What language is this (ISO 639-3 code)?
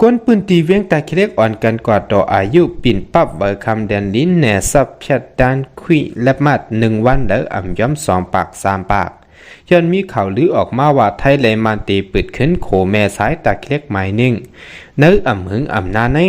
shn